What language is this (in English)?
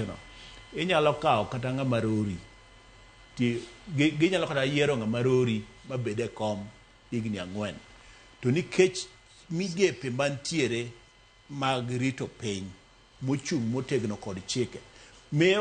Luo (Kenya and Tanzania)